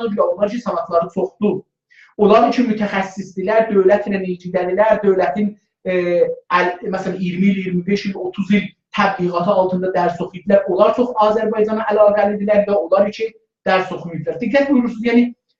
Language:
South Azerbaijani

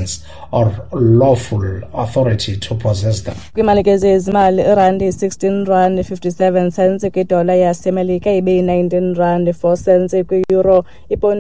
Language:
Xhosa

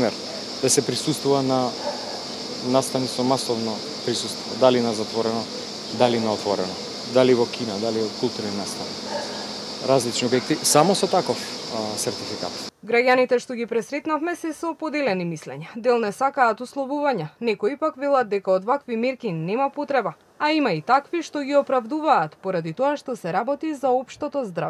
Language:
Macedonian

